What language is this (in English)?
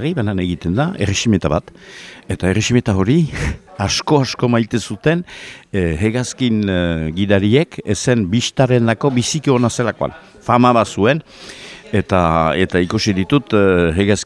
Basque